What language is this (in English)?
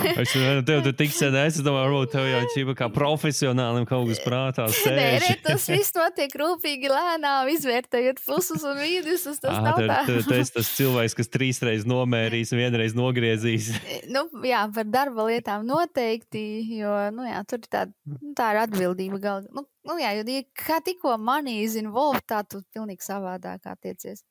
Latvian